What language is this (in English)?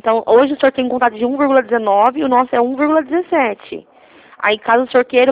Portuguese